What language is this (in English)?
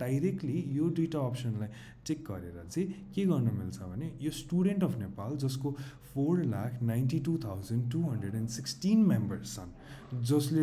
Nepali